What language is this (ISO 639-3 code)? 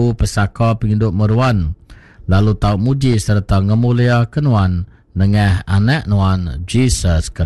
iba